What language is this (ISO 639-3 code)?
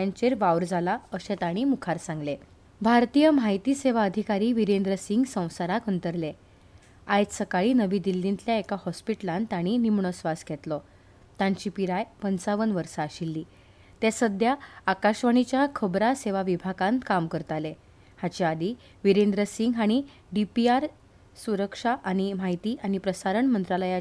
kok